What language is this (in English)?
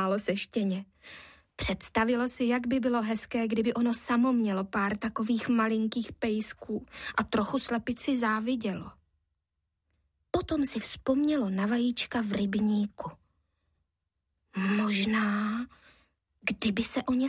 Czech